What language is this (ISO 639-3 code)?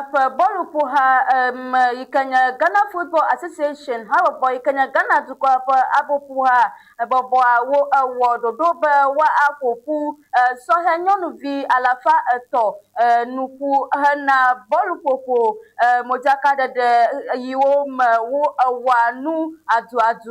ewe